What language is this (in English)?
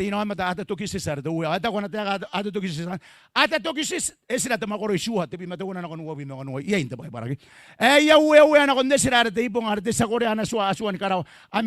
Gilbertese